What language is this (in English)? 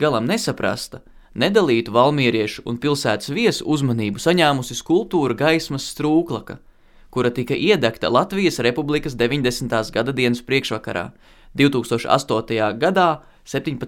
Latvian